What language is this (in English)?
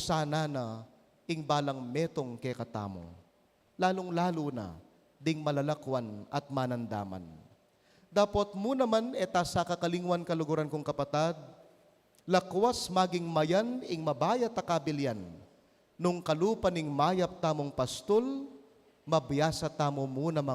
Pampanga